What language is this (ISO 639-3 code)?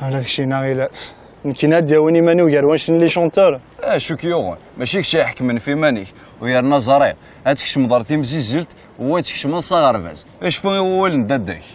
kab